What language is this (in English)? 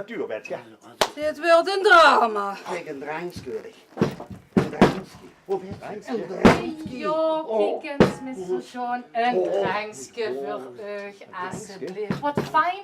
Limburgish